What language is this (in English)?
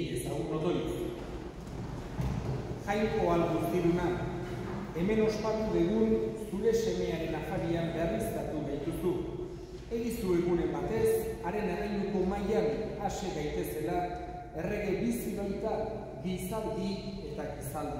Basque